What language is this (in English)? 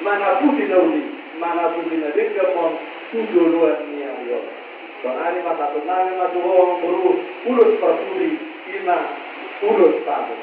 Batak Toba